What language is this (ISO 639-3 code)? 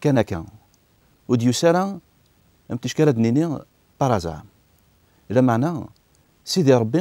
kab